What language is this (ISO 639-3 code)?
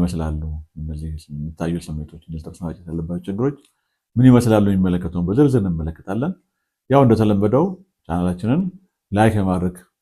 amh